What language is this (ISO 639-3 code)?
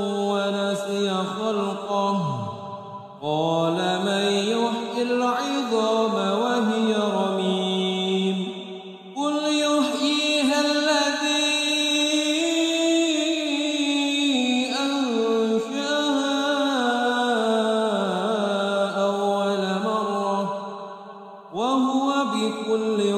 ara